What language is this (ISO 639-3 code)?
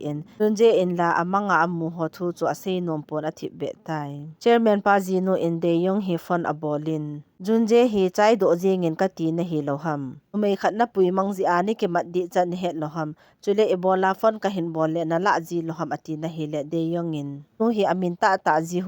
tcz